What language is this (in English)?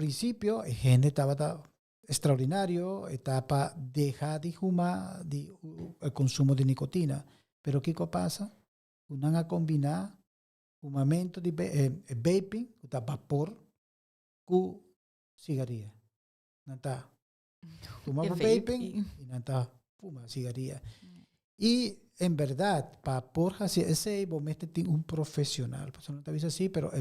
Papiamento